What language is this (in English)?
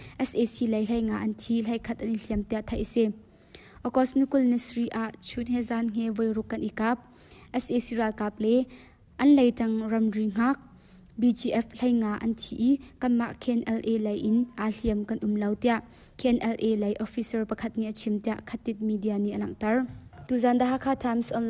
Hakha Chin